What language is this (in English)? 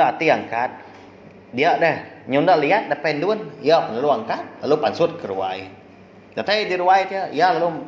Iban